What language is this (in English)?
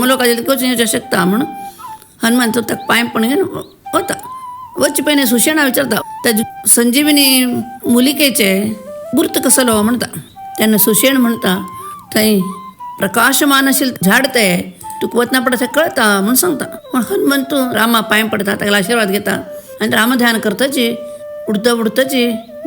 Konkani